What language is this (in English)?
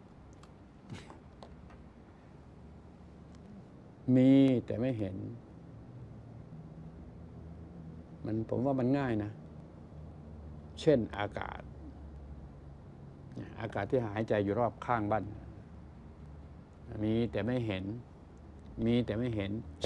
Thai